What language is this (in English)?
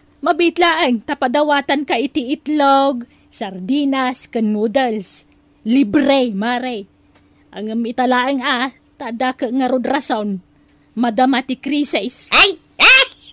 Iloko